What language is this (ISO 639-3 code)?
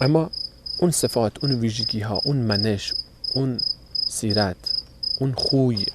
fas